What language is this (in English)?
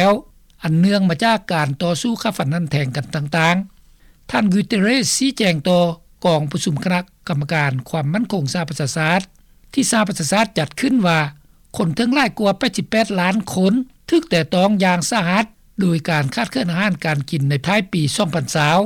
Lao